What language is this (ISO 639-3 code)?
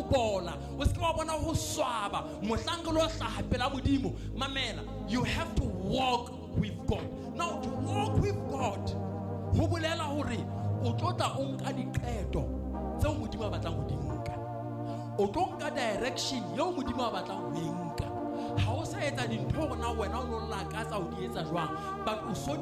sot